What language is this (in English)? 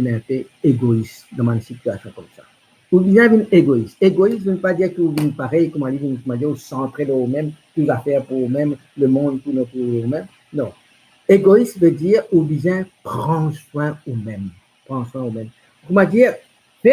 Morisyen